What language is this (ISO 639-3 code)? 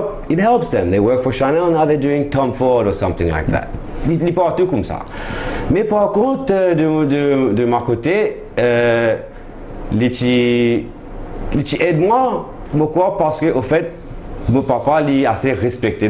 mfe